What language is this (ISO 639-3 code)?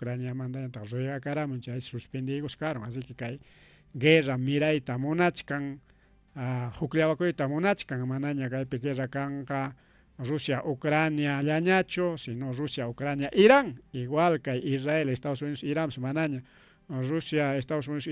quy